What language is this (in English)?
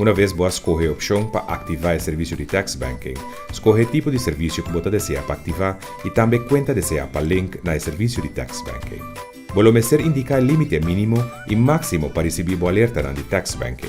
Papiamento